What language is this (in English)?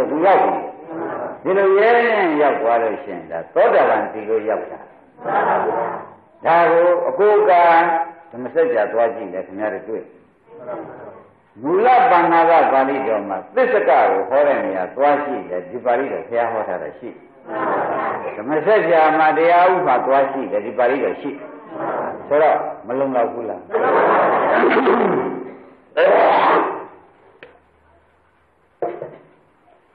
Burmese